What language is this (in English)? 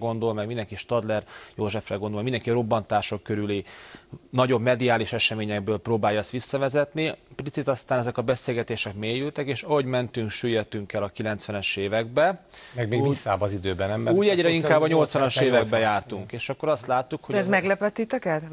Hungarian